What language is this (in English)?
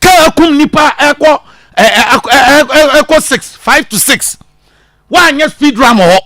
Akan